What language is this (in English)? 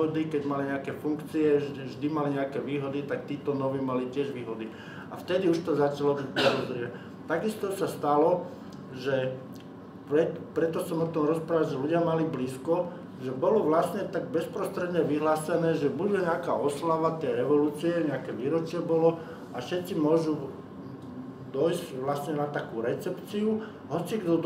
Slovak